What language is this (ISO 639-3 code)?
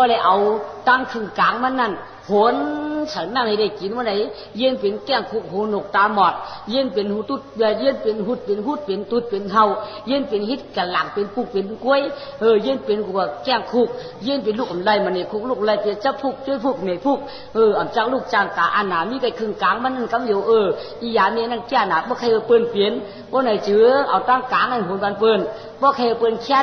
shn